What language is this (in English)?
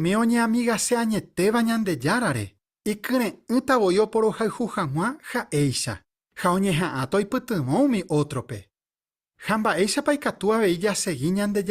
Guarani